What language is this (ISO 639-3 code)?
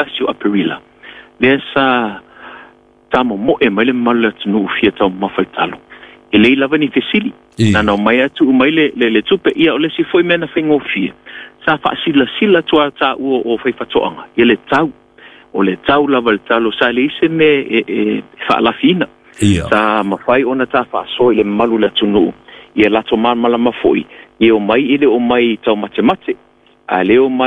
smo